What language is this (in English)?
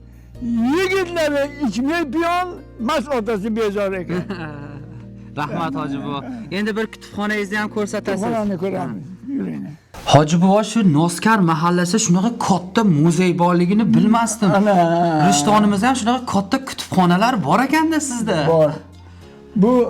Uzbek